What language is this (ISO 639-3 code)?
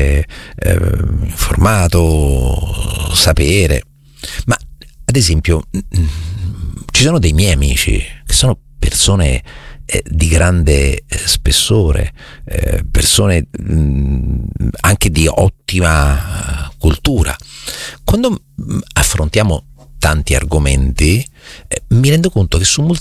ita